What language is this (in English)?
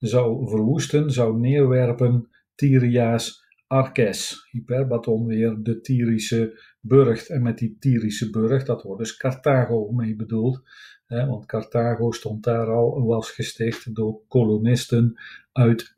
Dutch